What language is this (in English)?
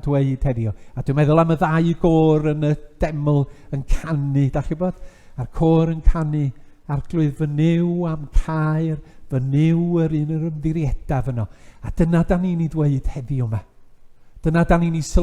Welsh